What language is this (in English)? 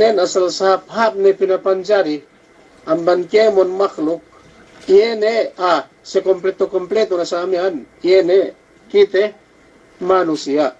Yakan